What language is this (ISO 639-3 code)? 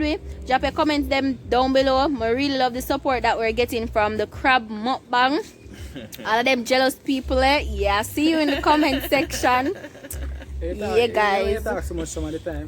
jam